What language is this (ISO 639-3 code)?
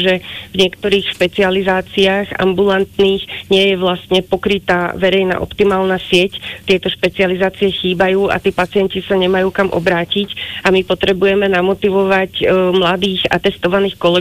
slk